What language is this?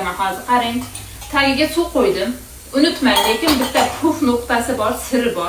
Uzbek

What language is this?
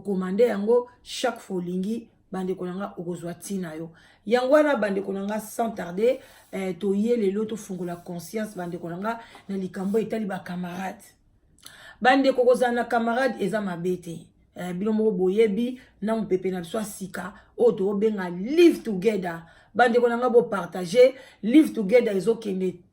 Lingala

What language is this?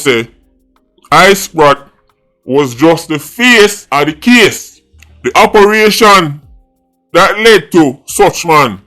Jamaican Creole English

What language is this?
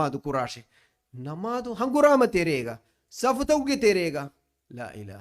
Divehi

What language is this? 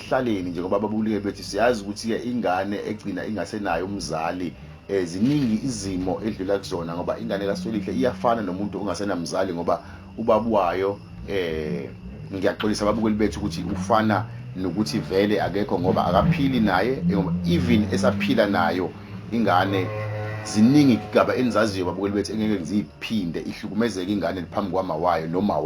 Zulu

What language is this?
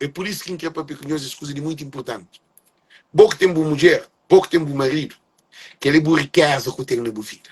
Kabuverdianu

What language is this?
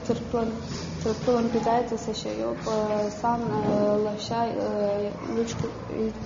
Abkhazian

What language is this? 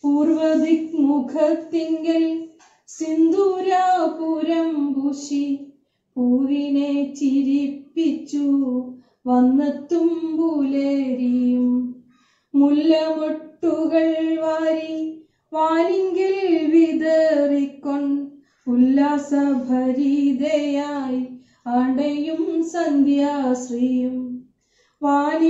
Malayalam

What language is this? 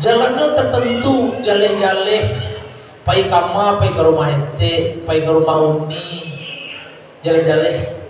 Minangkabau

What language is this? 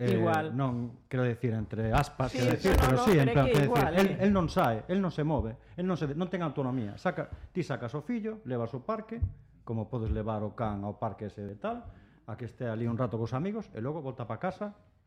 Galician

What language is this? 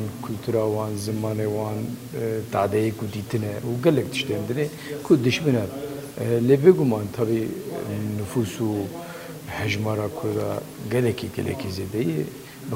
Kurdish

